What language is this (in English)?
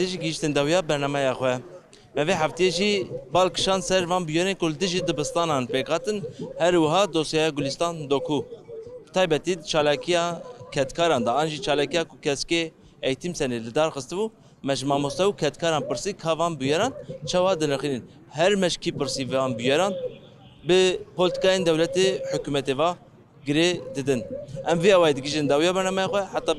Kurdish